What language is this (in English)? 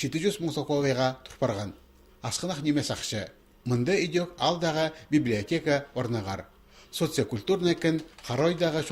Khakas